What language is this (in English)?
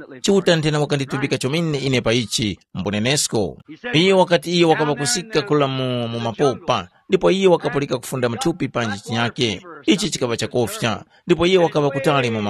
Tumbuka